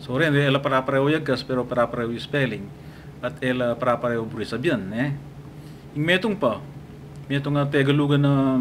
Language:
Pampanga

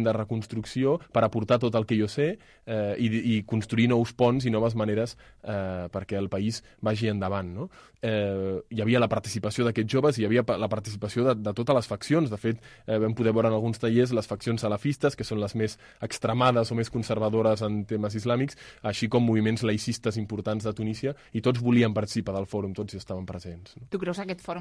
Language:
Catalan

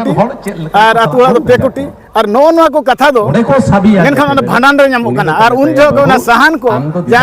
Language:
Santali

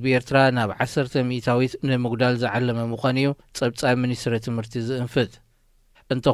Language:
Tigrinya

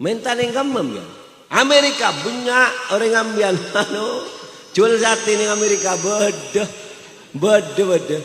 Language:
Madurese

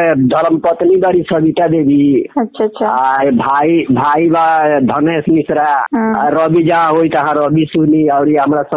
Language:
Bhojpuri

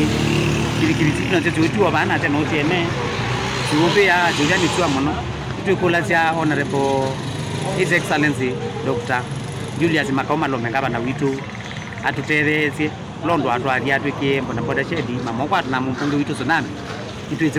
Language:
Kamba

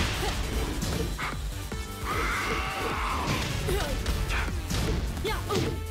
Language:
Japanese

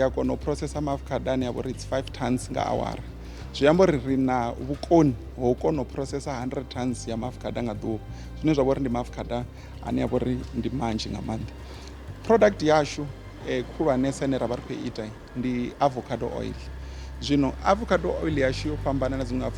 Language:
Venda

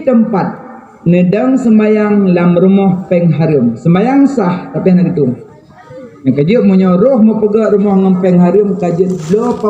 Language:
Achinese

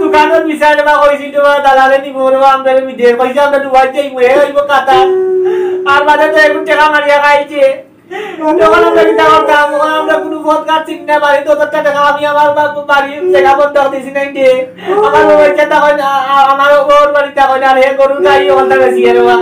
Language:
Sylheti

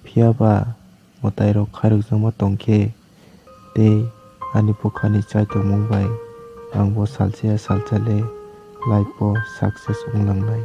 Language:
Kok Borok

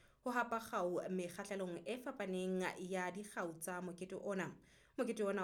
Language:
Southern Sotho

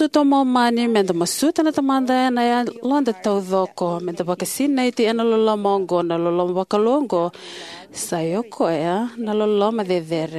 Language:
Fijian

